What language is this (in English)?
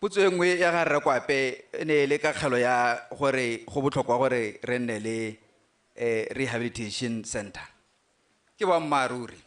Tswana